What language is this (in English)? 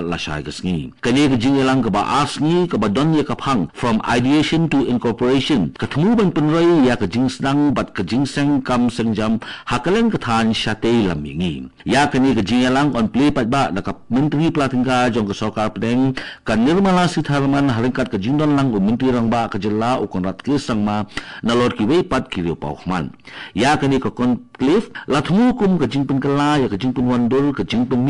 Khasi